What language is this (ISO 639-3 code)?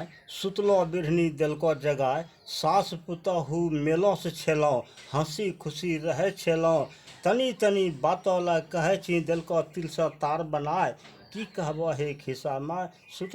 anp